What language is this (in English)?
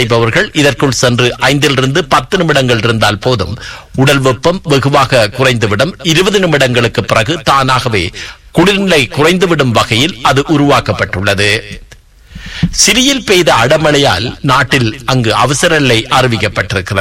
Tamil